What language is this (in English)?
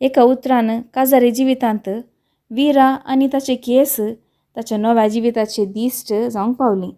Konkani